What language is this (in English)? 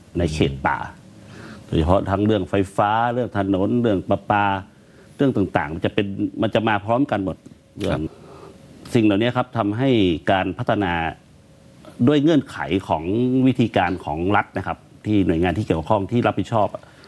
Thai